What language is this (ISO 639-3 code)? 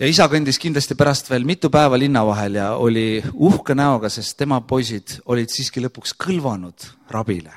est